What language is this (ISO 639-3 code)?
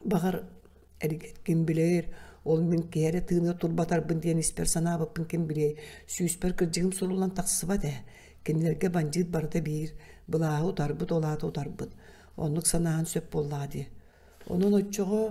sah